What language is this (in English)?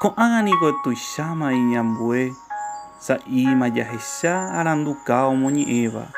Guarani